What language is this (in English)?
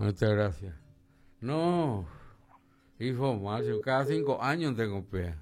Guarani